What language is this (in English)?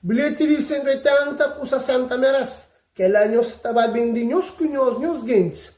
Kabuverdianu